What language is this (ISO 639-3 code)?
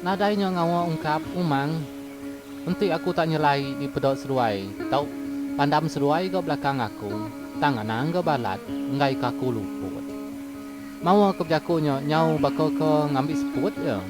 iba